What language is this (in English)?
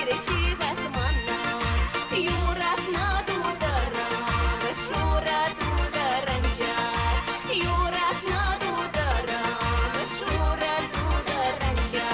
Chuvash